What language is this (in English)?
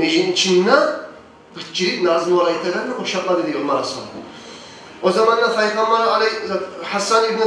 Kumyk